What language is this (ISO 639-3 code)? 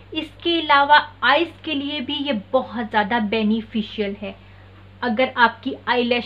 hin